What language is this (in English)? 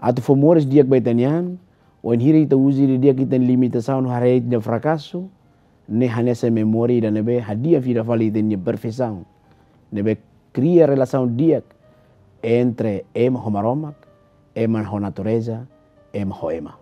Tetum